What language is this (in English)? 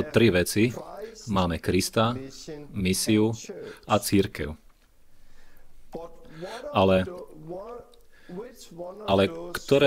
Slovak